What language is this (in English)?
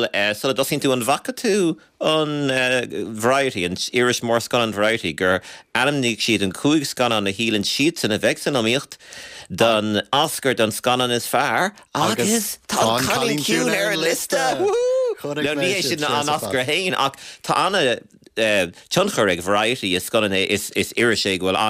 Irish